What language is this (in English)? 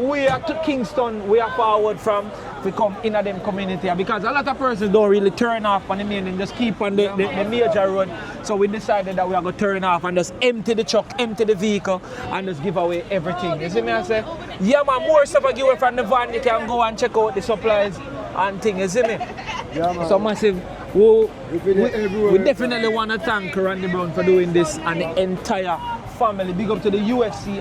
Jamaican Creole English